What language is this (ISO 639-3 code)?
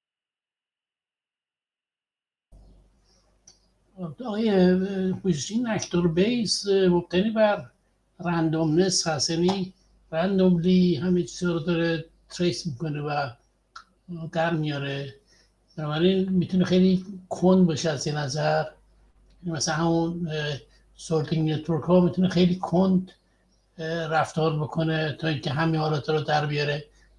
fas